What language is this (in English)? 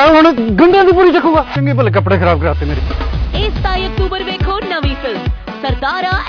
Punjabi